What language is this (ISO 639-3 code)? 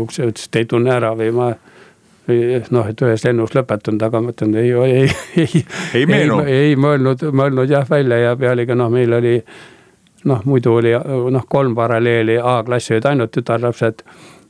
est